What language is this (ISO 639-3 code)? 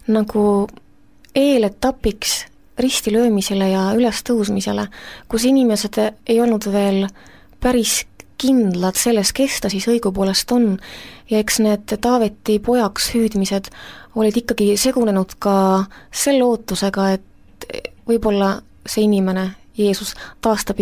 est